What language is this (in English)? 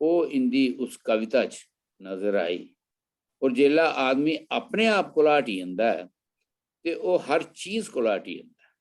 Dogri